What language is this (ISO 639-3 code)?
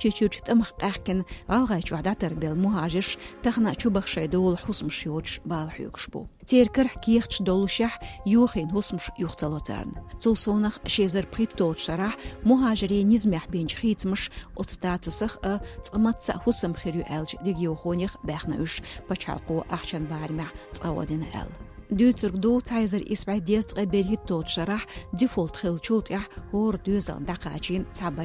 che